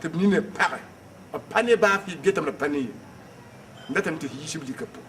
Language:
Mossi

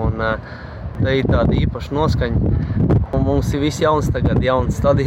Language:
Latvian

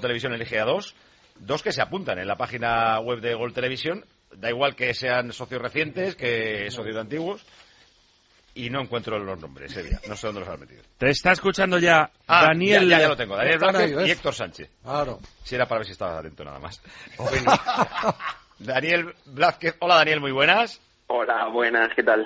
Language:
Spanish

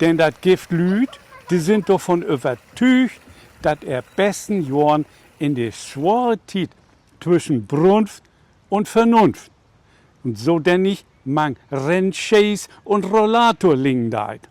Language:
Low German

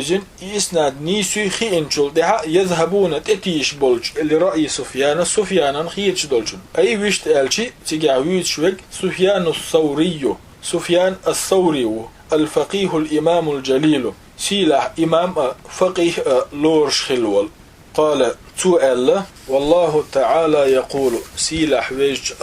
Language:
Chechen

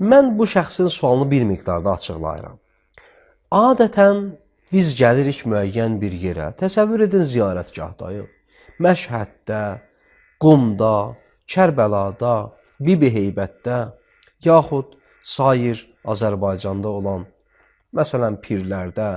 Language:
Azerbaijani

